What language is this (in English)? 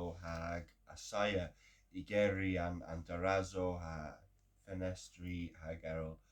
Cornish